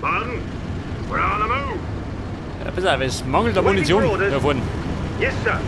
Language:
Bavarian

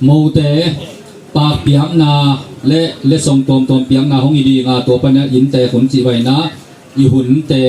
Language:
Tedim Chin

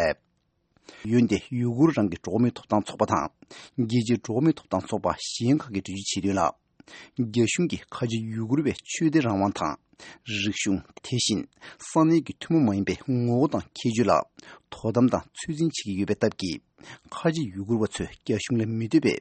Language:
Tibetan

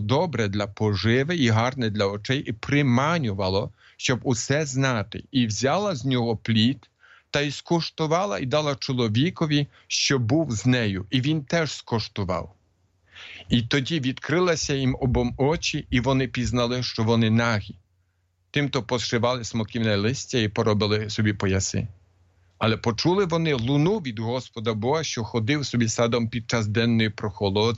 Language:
Ukrainian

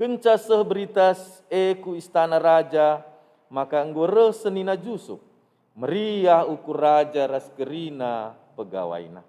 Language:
Batak Karo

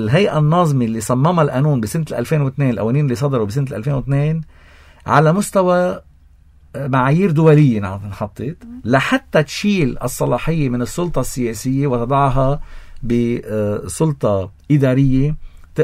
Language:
North Levantine Arabic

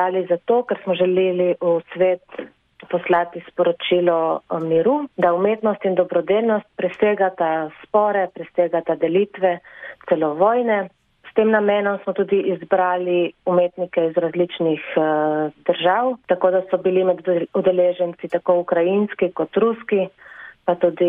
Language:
Slovenian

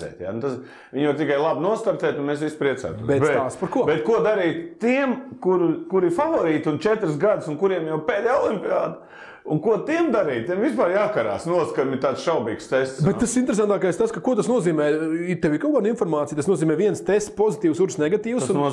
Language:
Latvian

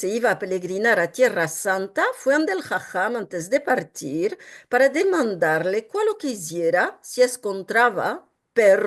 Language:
Ladino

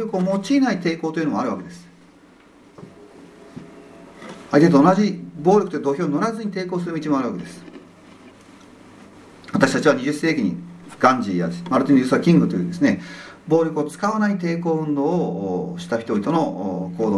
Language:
Japanese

